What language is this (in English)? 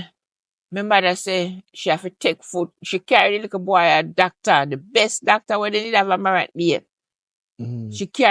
Jamaican Creole English